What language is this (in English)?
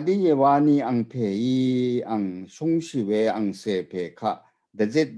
Rawang